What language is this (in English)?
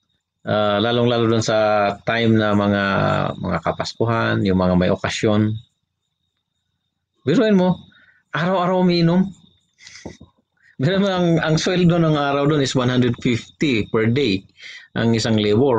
Filipino